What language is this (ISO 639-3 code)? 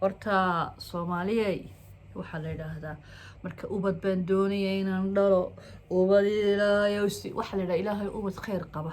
som